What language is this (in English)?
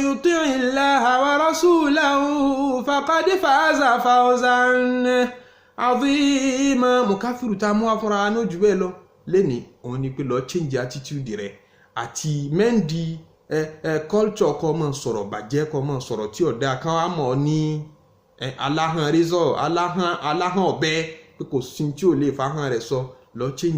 Yoruba